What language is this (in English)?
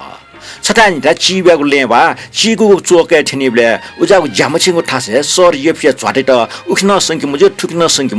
Newari